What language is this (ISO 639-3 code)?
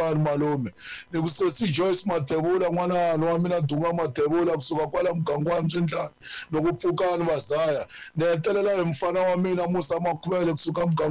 tso